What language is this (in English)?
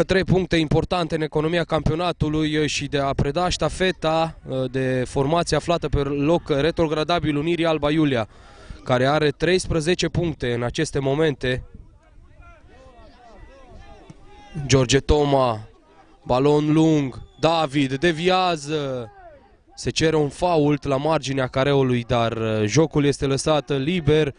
Romanian